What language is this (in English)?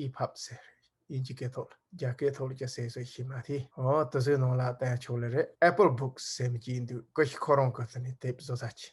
Tibetan